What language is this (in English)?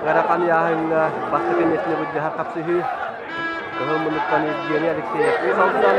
Yakut